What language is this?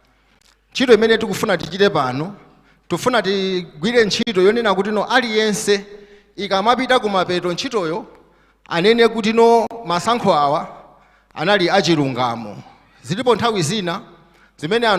Nyanja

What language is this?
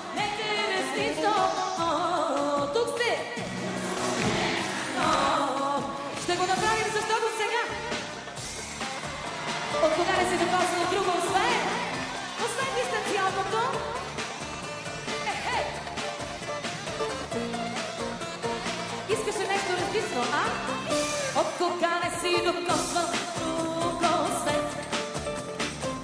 Bulgarian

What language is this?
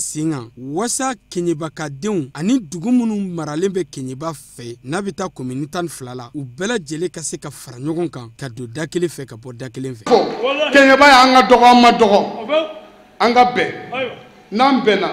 Bambara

